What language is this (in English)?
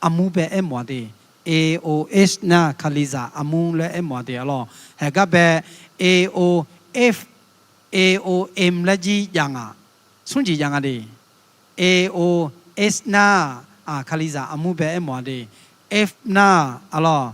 Akha